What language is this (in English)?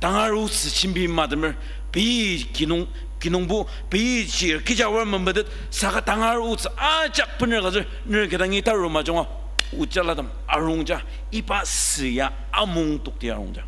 Ao Naga